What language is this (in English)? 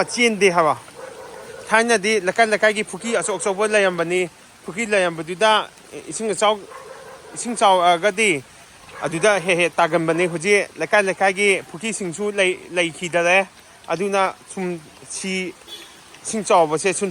Manipuri